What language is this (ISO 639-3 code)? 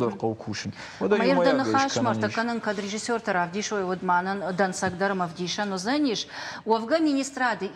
oss